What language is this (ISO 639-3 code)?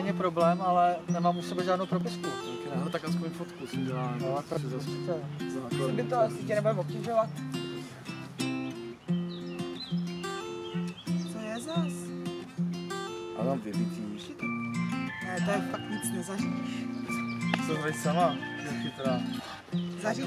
ces